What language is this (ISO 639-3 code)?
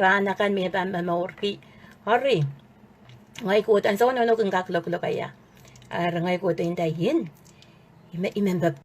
pon